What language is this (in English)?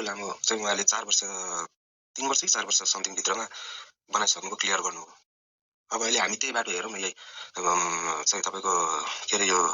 Nepali